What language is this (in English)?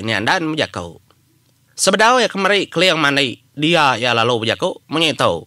Iban